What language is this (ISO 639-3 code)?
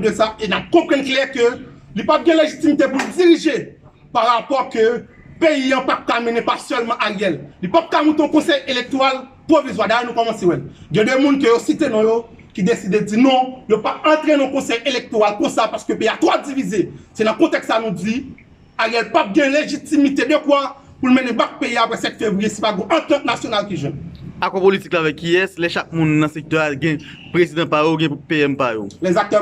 hat